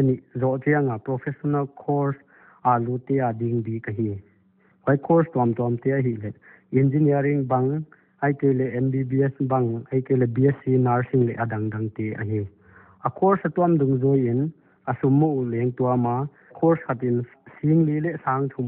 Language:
Paite Chin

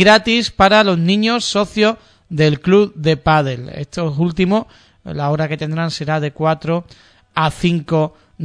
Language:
Spanish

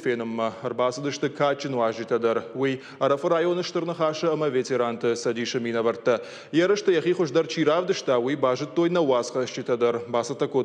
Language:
Ossetic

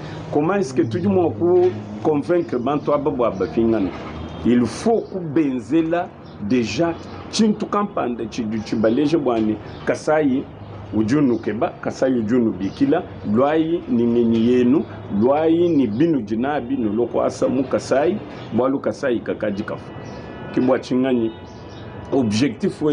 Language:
Luba-Lulua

